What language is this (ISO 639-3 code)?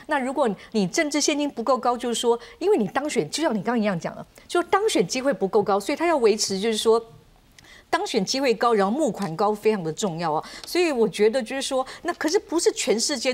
zho